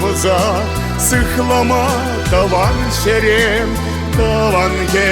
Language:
Chuvash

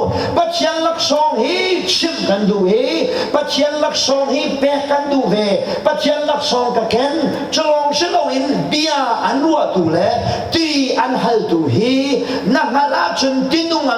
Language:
Hakha Chin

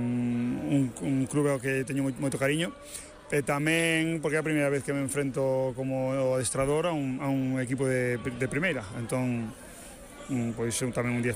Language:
Galician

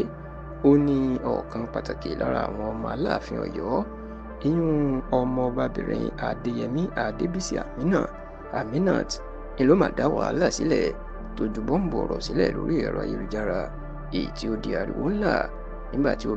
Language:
Yoruba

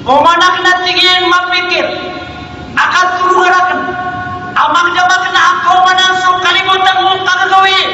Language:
Maranao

